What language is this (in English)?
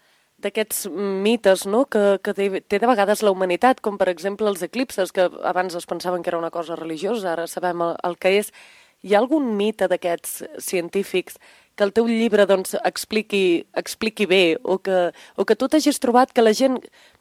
Catalan